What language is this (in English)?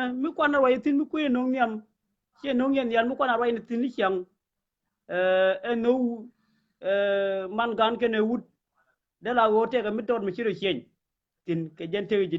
Nuer